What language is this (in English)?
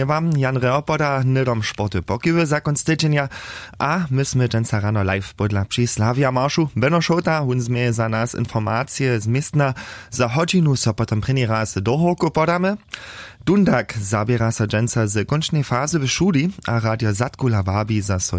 Upper Sorbian